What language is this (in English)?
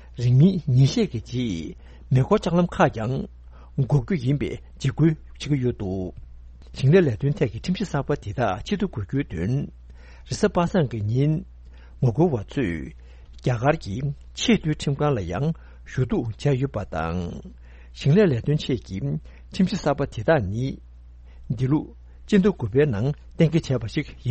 Tibetan